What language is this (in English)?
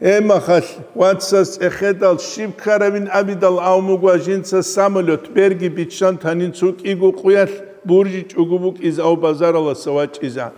Avaric